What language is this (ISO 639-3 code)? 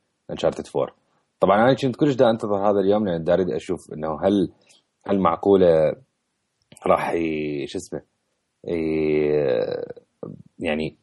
acm